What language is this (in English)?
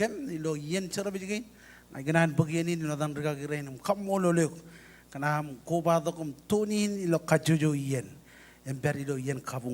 Marshallese